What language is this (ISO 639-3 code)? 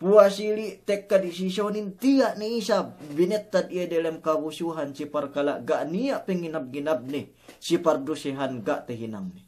yka